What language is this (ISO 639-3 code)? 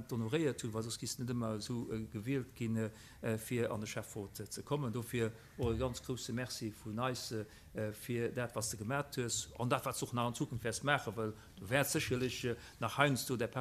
ltz